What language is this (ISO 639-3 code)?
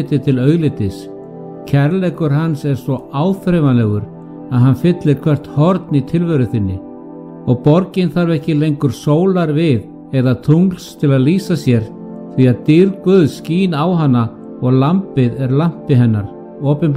isl